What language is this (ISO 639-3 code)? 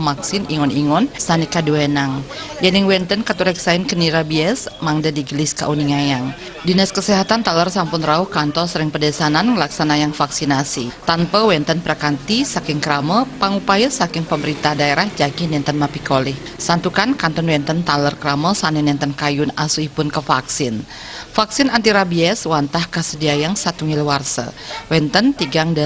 ban